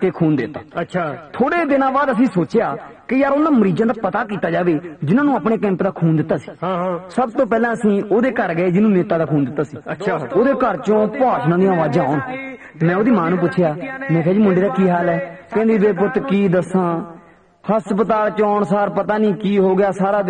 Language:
Punjabi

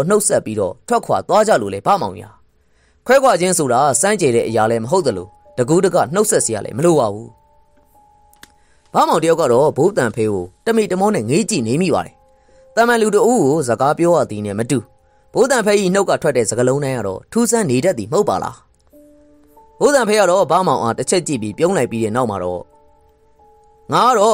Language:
Burmese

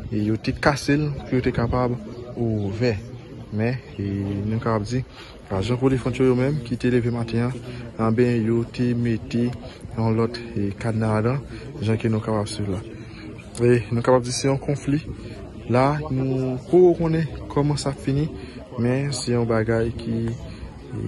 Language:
Haitian Creole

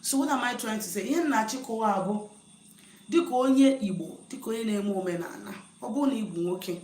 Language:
Igbo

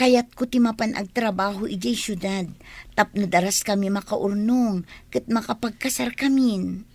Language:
Iloko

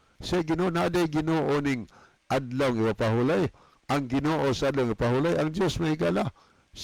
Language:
Cebuano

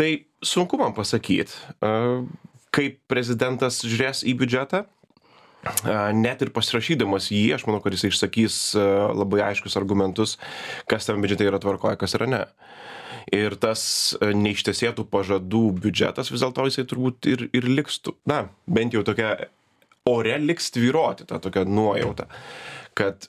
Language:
Lithuanian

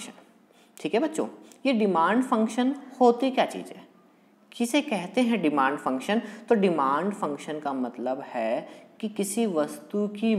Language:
Hindi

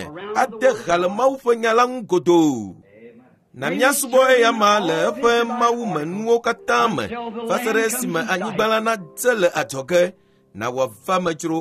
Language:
Ewe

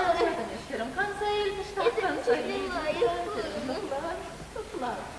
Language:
Chuvash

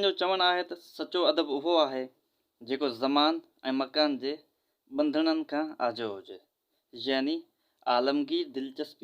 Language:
Sindhi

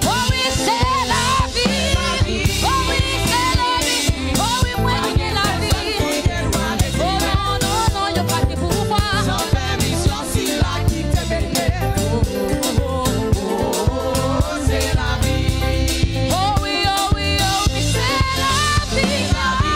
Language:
Haitian Creole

